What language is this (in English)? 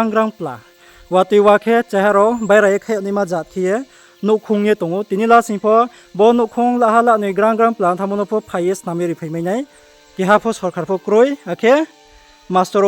Riang (India)